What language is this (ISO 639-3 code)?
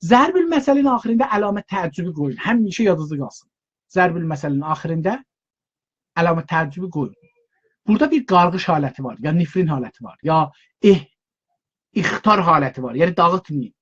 azb